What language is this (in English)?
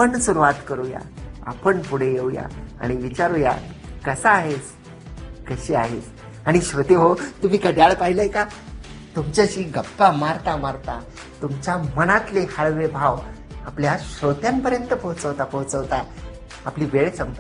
Marathi